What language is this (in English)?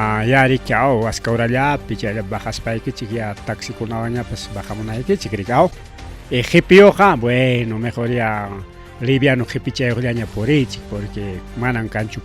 Ayacucho Quechua